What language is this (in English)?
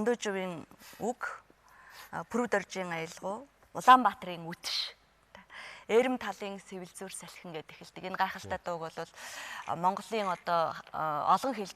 Mongolian